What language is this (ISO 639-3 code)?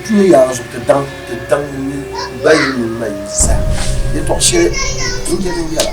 dag